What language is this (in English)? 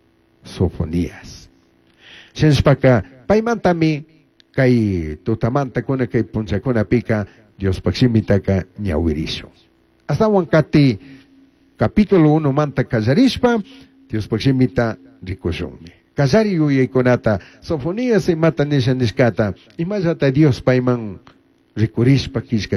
Chimborazo Highland Quichua